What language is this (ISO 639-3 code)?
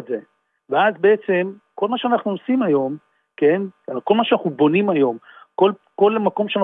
heb